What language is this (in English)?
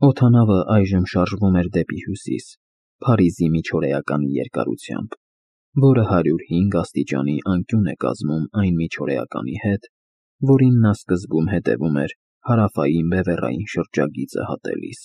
Armenian